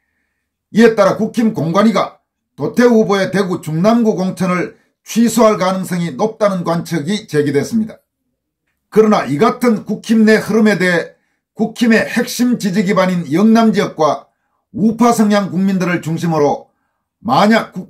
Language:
Korean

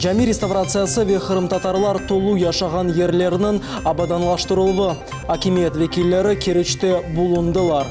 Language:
Crimean Tatar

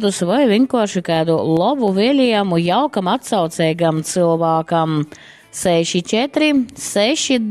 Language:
Latgalian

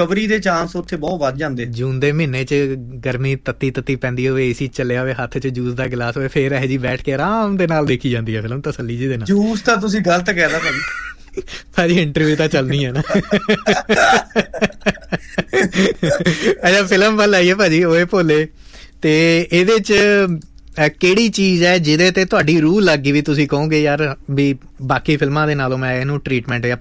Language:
Punjabi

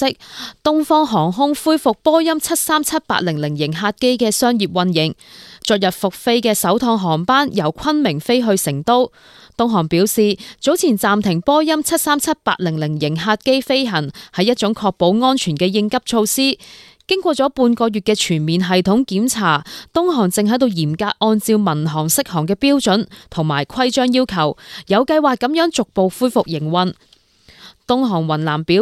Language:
Cantonese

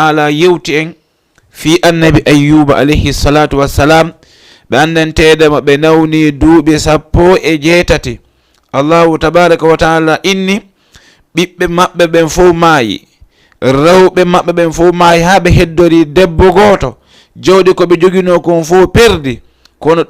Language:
Fula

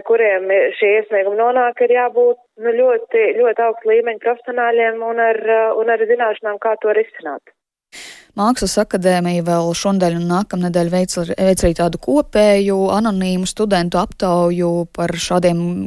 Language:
Latvian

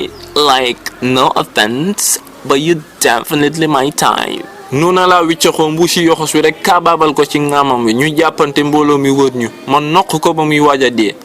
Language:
Wolof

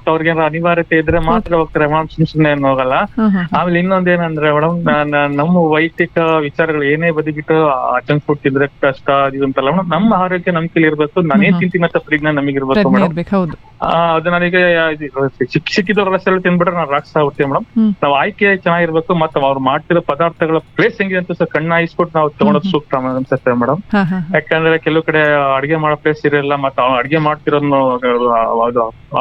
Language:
Kannada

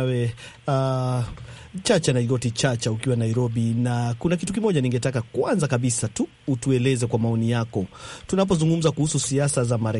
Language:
Swahili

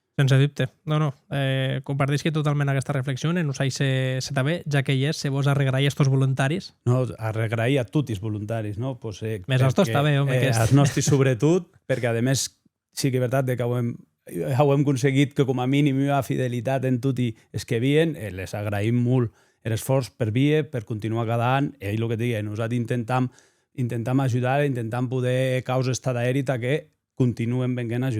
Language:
Occitan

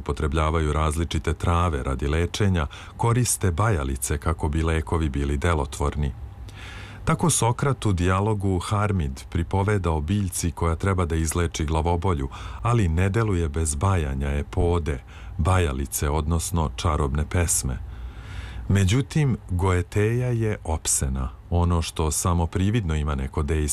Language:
Serbian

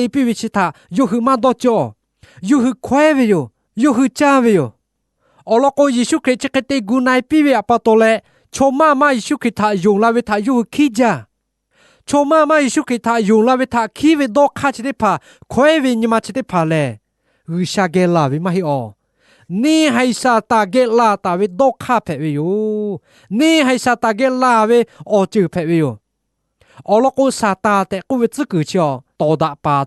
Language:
Lahu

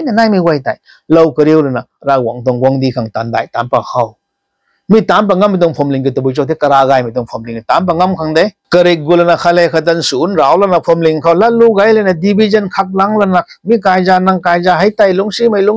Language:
Rongmei Naga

